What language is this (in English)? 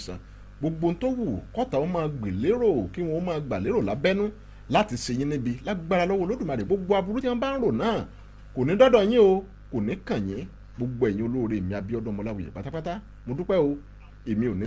Yoruba